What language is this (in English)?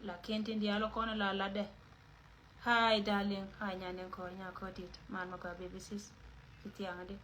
Nuer